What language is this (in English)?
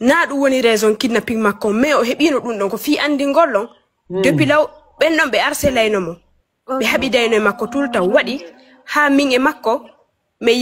Fula